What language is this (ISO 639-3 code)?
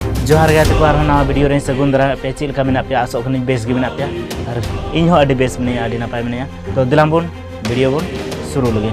sat